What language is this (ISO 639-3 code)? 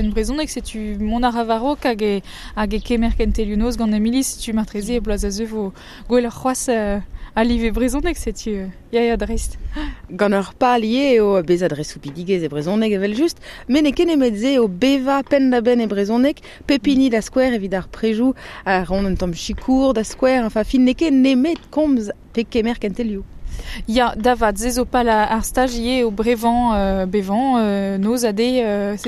bre